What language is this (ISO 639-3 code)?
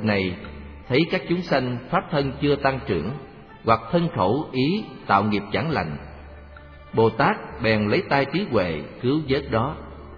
vie